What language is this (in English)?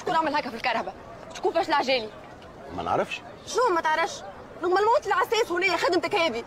Tunisian Arabic